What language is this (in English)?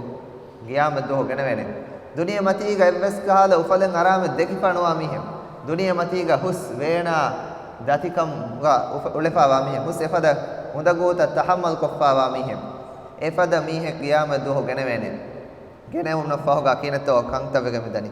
Divehi